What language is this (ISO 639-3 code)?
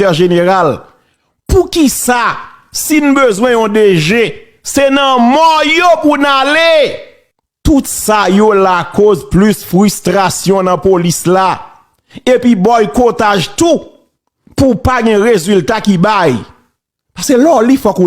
hat